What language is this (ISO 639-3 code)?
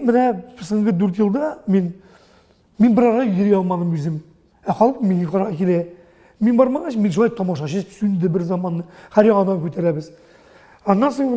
tat